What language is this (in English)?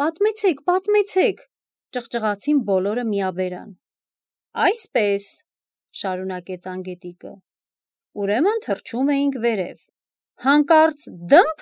Armenian